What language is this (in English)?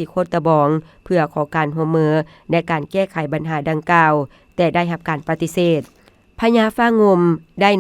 Lao